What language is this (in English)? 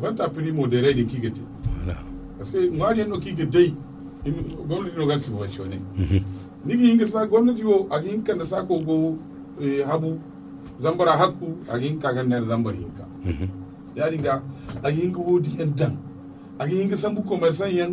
Zarma